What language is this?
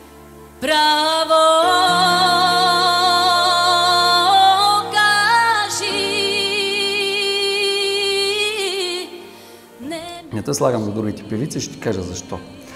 Bulgarian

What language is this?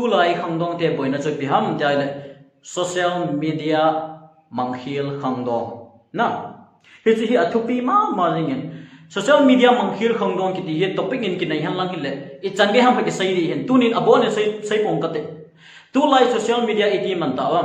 Thado Chin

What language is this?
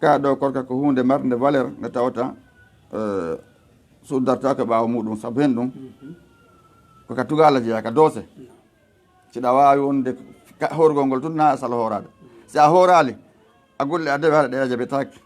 Fula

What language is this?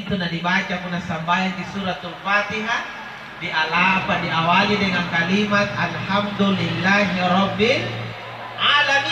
Makasar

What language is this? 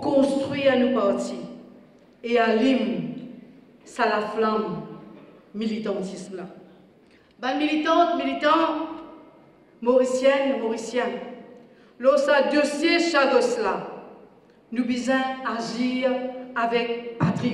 Morisyen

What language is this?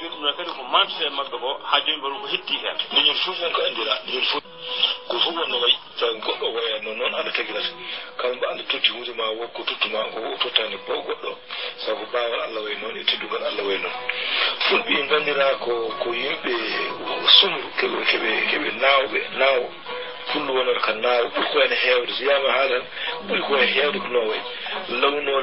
Fula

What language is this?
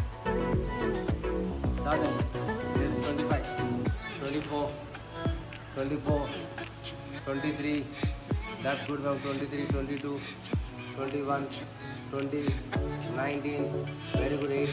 Telugu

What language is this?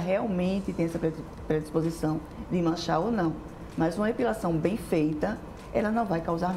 Portuguese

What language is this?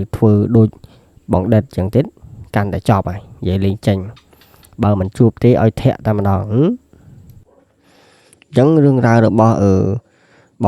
Khmer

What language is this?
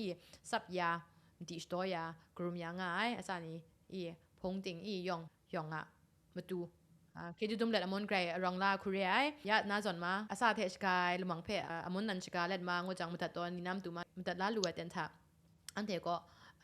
Kachin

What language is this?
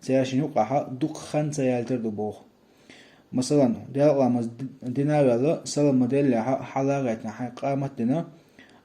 Chechen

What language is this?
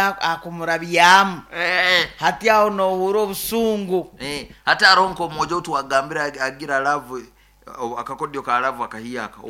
Nyoro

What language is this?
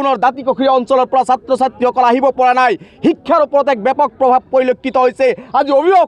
Assamese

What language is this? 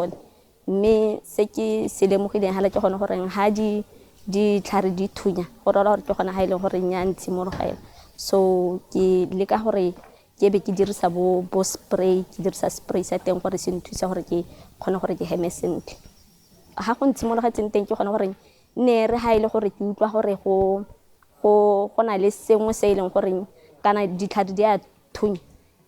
Tswana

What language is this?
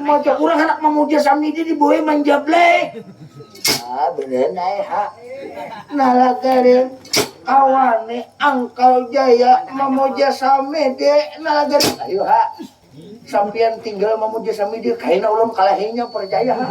Banjar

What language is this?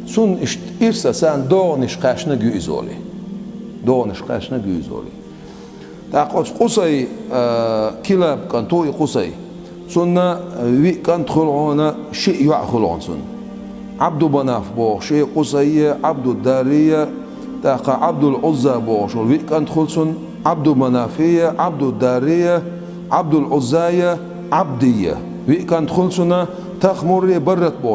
Chechen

